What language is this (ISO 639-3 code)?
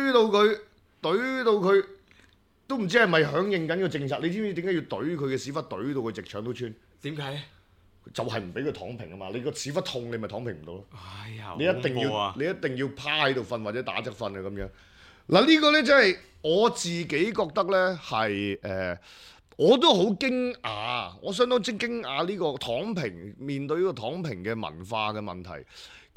yue